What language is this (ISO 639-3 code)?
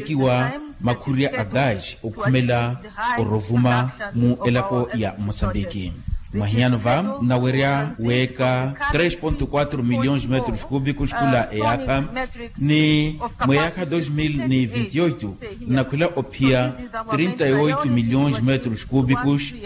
vmw